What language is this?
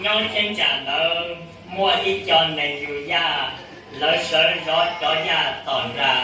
Hmong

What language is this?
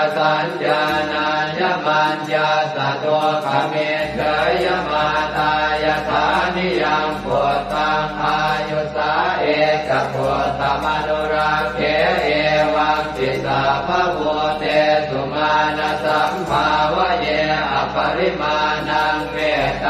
Pali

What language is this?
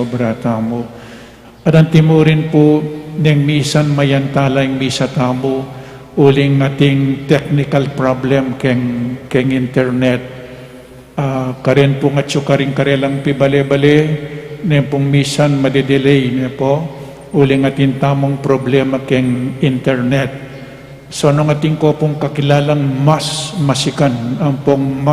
Pampanga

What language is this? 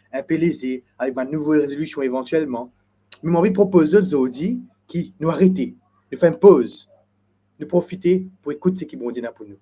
Morisyen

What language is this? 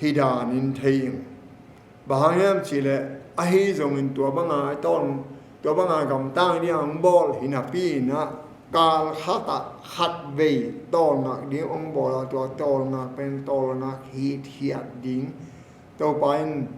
Tedim Chin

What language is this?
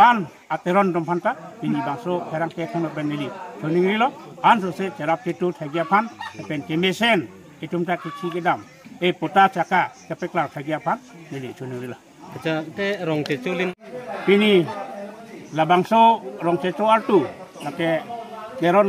Karbi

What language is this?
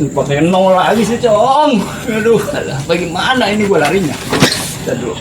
Betawi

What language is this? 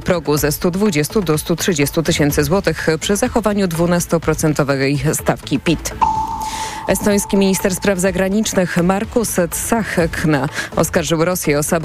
Polish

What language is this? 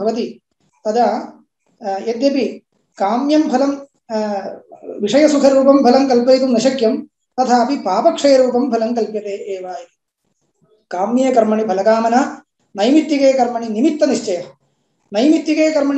Sanskrit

